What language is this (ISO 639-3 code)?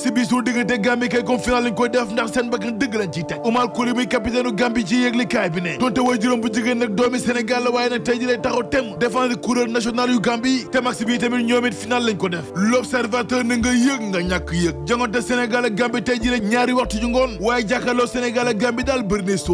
wol